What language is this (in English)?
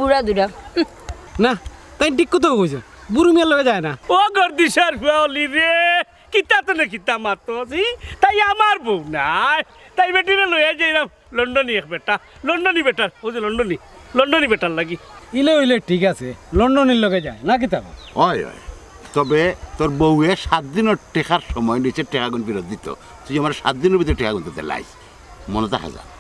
Sylheti